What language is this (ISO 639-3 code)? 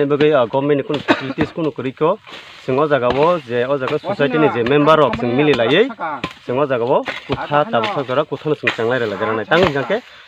trp